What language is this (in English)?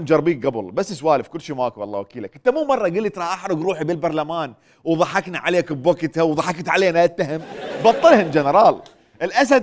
Mesopotamian Arabic